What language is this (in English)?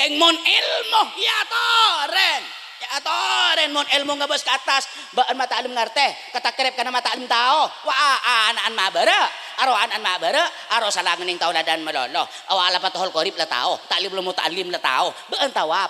Madurese